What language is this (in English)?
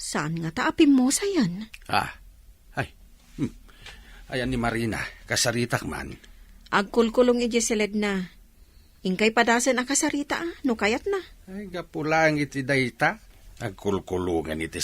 Iloko